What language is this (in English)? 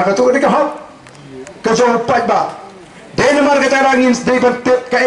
Khasi